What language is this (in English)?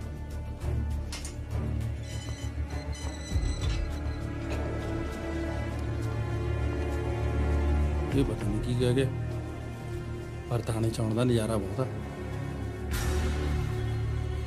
Punjabi